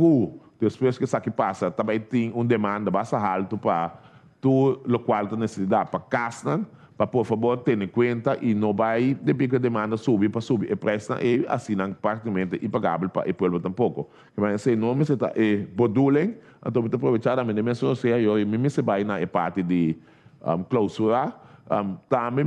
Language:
Papiamento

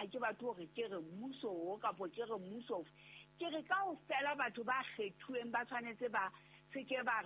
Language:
Southern Sotho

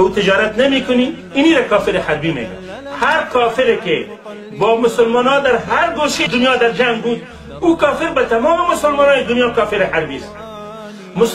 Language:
Tajik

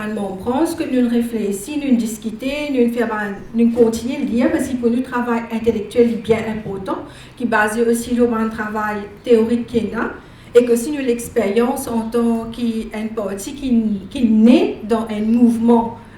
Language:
Morisyen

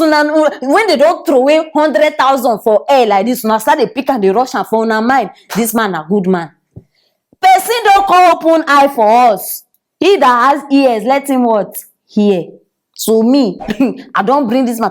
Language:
Nigerian Pidgin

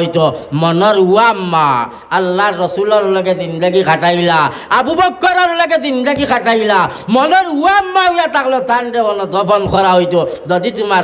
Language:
Sylheti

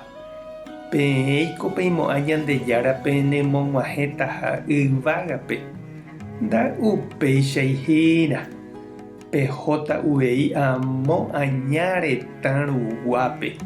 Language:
Guarani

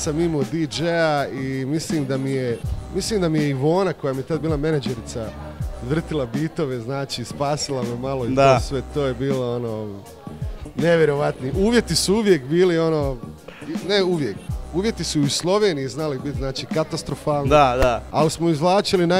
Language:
Croatian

